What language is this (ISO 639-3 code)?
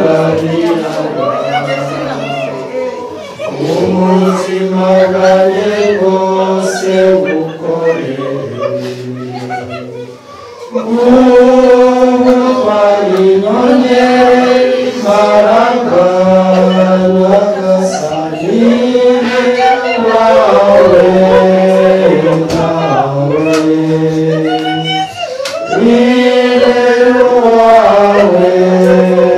kin